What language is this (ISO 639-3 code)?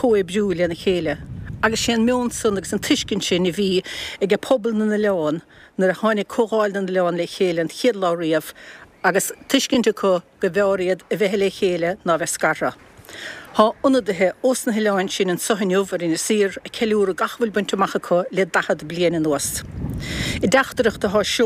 gle